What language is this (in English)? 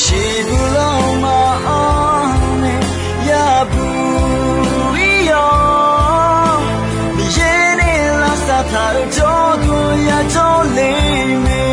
Akha